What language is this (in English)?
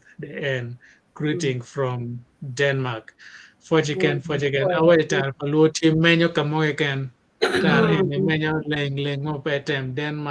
Acoli